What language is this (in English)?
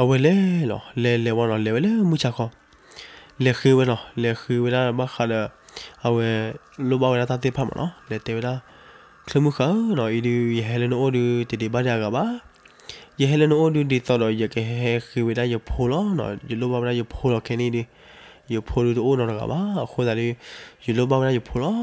S'gaw Karen